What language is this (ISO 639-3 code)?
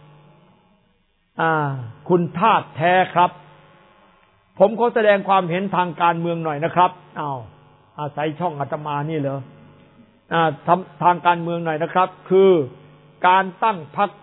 tha